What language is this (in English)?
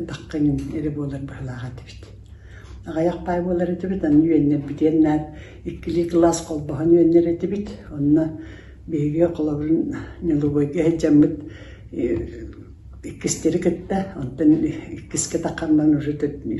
Yakut